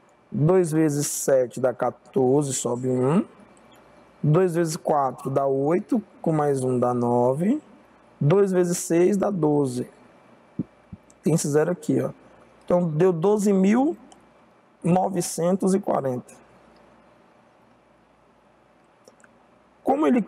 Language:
Portuguese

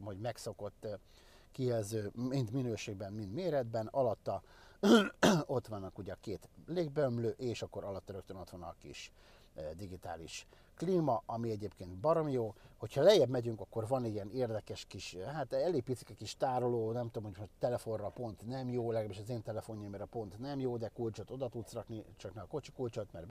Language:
Hungarian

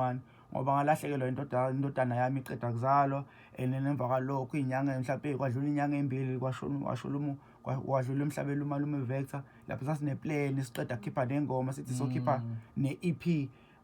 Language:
Zulu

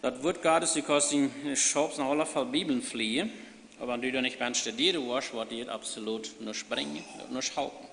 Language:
Plautdietsch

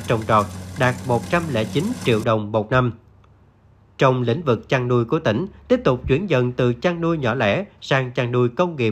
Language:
Vietnamese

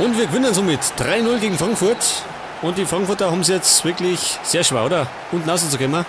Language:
Bavarian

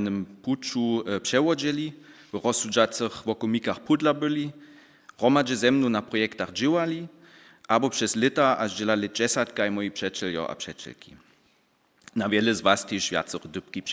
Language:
Upper Sorbian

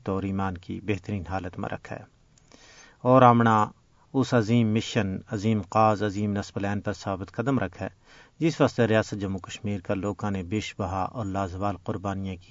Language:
Gujari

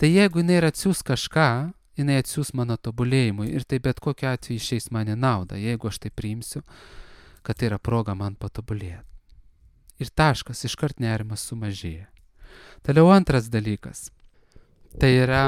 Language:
Lithuanian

